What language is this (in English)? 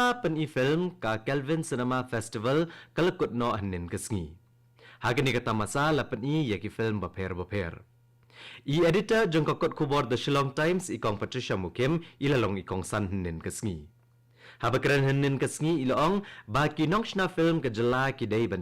Khasi